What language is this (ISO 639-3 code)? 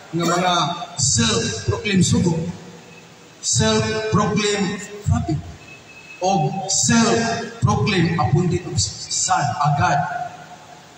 ceb